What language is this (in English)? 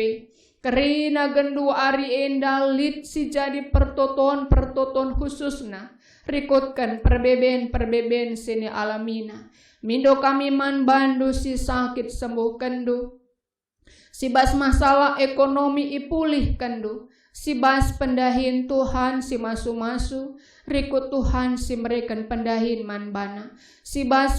Batak Karo